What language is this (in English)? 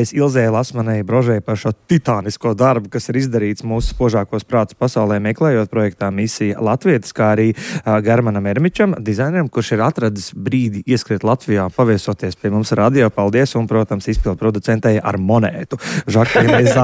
Latvian